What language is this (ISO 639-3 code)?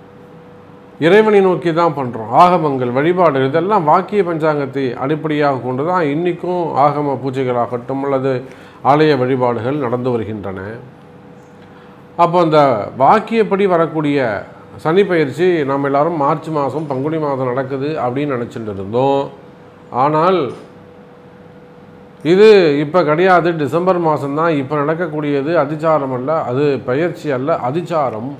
tam